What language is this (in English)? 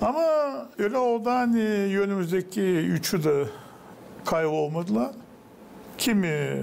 Gagauz